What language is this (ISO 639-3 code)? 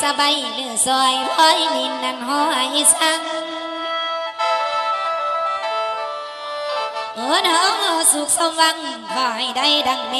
tha